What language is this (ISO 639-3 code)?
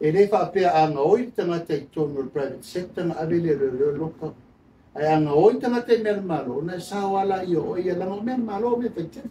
smo